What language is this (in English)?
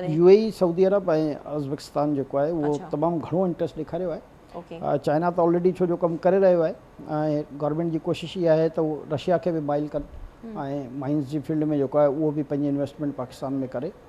Sindhi